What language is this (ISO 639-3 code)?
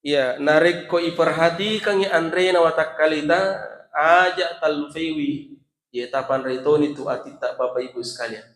bug